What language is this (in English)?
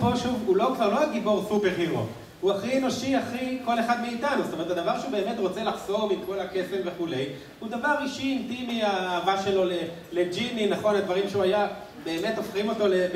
Hebrew